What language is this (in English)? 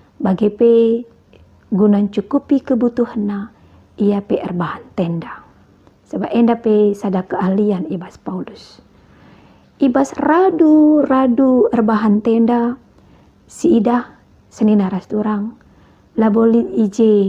Batak Karo